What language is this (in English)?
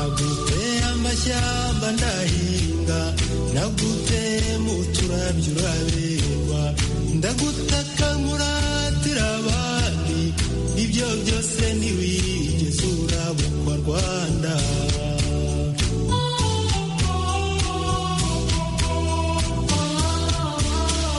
Kinyarwanda